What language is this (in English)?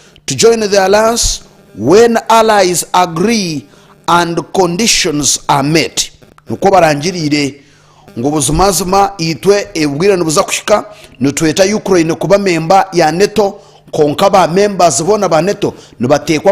Nyankole